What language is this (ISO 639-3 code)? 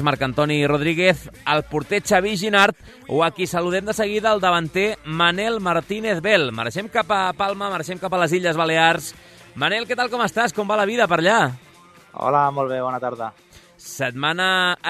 cat